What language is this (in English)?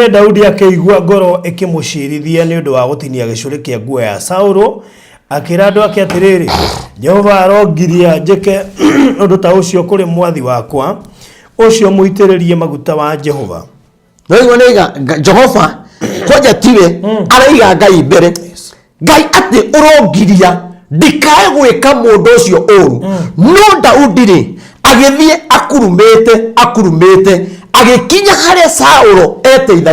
Kikuyu